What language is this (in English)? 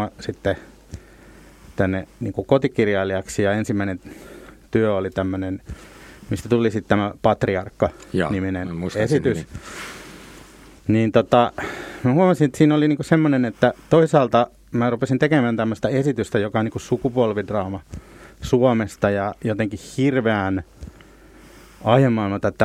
Finnish